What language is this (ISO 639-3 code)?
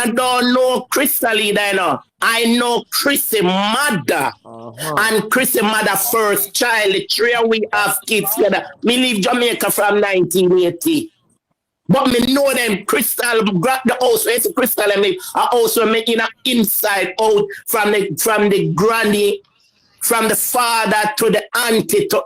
jam